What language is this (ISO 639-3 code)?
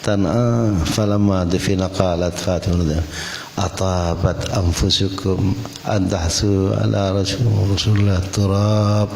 mad